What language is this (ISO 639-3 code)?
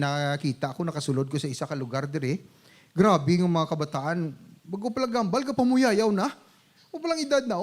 hil